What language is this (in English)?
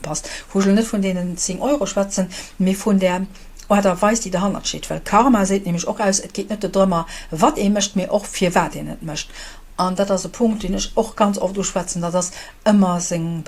Luxembourgish